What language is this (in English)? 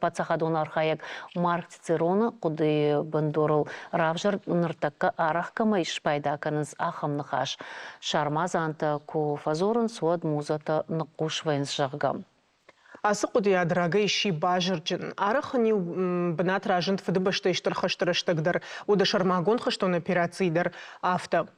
Ossetic